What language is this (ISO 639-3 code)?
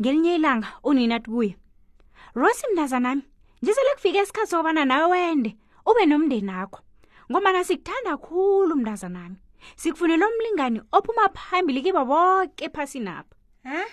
nbl